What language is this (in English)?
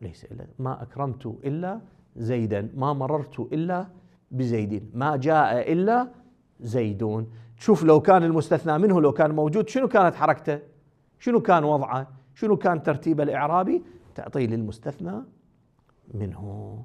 Moroccan Arabic